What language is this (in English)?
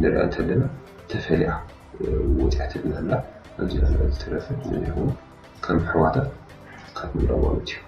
Tigrinya